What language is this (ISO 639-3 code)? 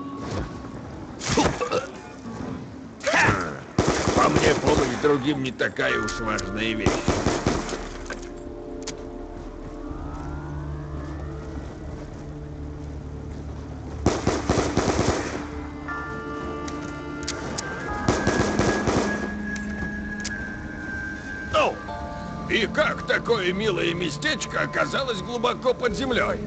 rus